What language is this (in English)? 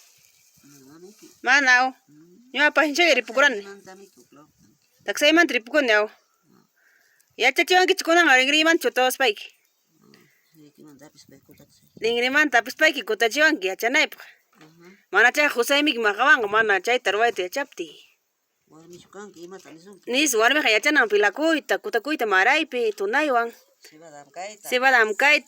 Ayacucho Quechua